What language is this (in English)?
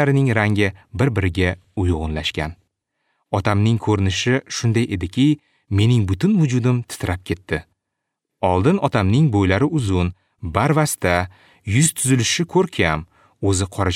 Uzbek